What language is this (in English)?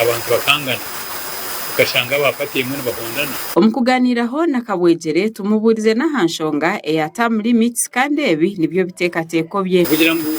Nyankole